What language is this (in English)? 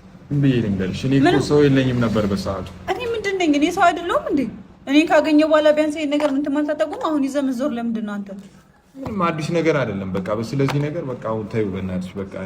Amharic